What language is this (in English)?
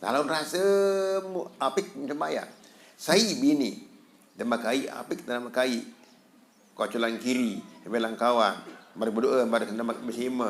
Sasak